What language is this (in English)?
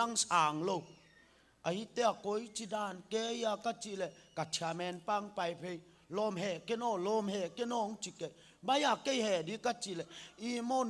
Tedim Chin